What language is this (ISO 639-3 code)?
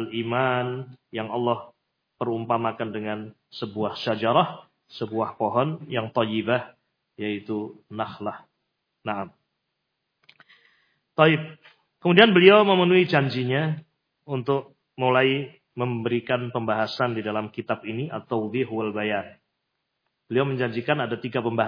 ind